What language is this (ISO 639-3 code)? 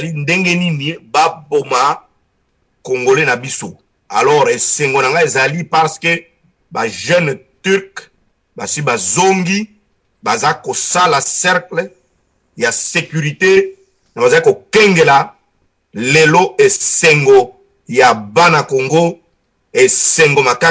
lin